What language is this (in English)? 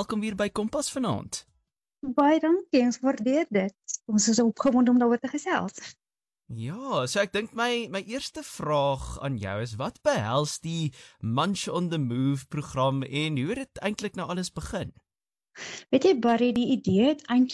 Afrikaans